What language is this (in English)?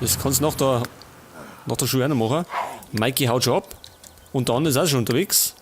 Bavarian